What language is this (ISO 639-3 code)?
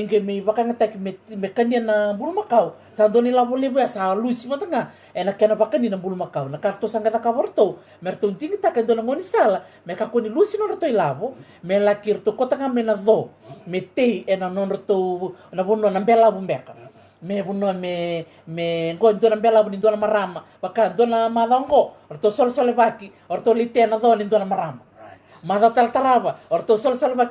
fij